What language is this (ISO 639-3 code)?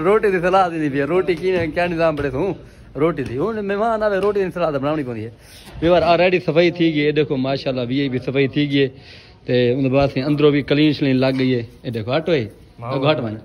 skr